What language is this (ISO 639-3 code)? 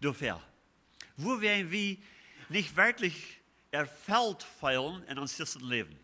pdt